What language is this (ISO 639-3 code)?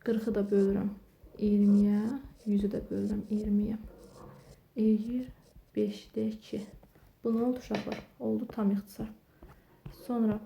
aze